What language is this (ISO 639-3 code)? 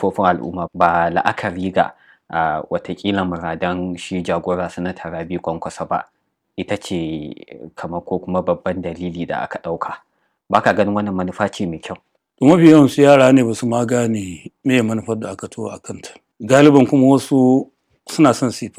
hau